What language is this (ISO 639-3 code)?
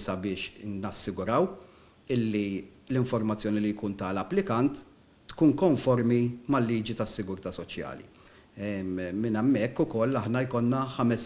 mlt